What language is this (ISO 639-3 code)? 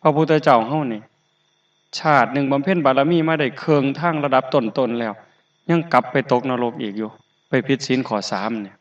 tts